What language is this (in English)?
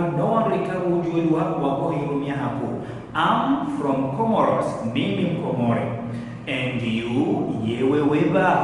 Ngazidja Comorian